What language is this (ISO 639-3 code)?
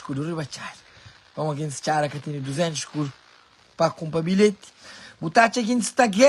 kea